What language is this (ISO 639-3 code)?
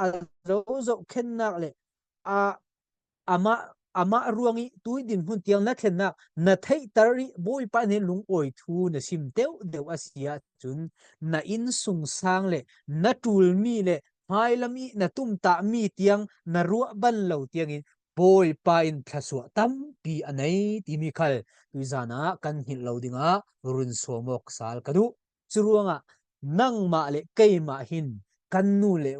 cfm